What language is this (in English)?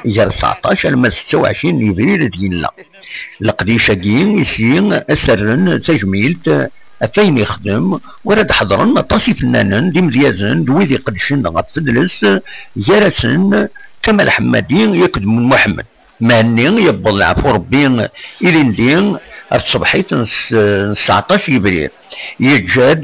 Kabyle